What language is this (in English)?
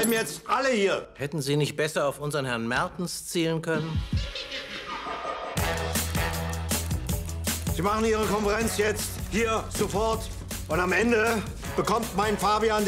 German